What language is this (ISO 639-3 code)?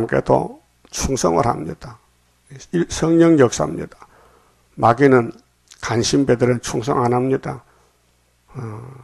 kor